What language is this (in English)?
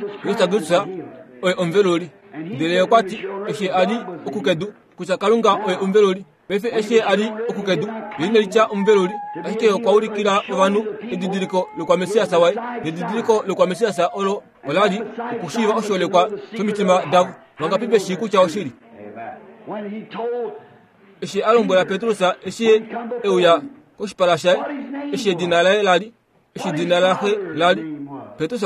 Kuanyama